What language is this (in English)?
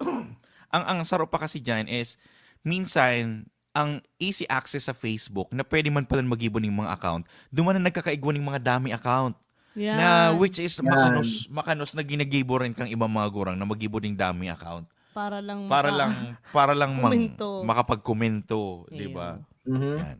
Bikol